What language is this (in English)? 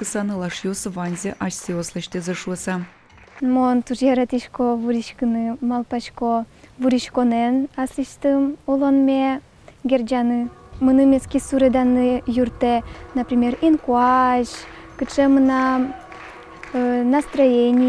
Udmurt